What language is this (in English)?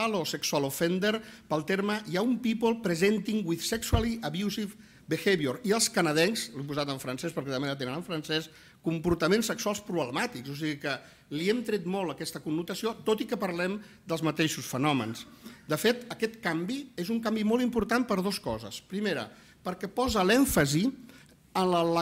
Catalan